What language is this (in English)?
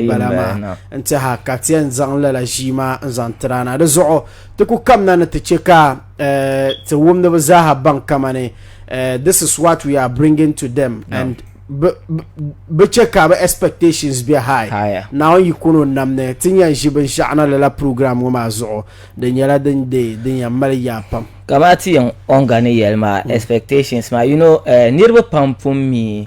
Dagbani